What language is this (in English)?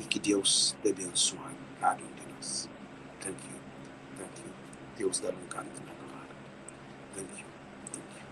Kabuverdianu